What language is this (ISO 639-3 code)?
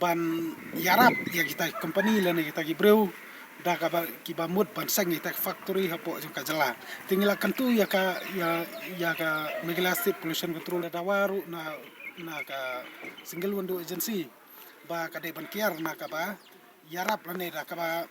kha